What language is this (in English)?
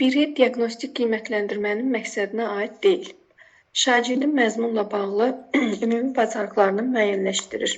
Azerbaijani